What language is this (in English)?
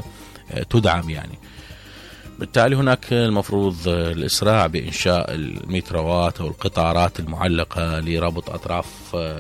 Mesopotamian Arabic